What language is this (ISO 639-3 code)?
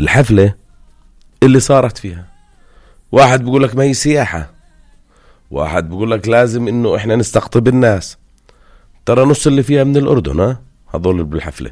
apc